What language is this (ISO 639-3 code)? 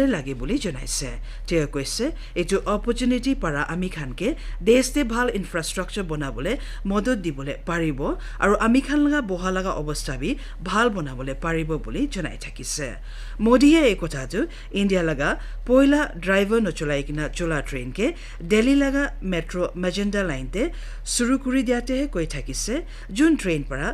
nag